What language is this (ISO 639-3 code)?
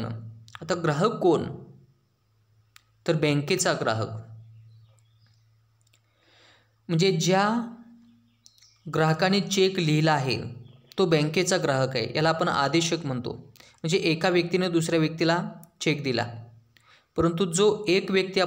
mar